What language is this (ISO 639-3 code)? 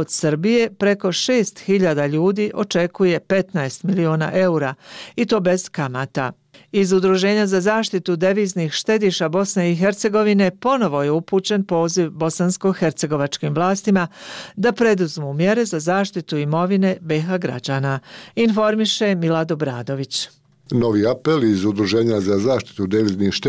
bos